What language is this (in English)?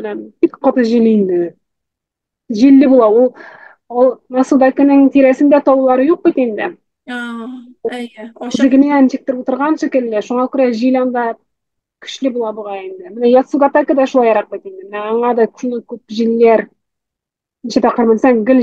Tatar